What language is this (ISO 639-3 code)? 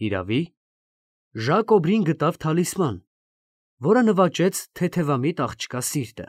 hye